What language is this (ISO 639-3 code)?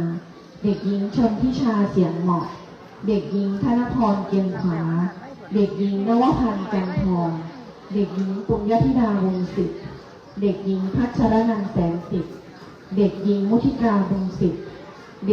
tts